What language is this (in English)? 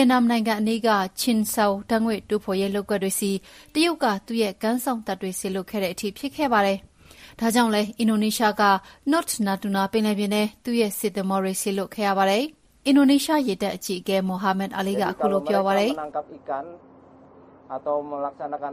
Burmese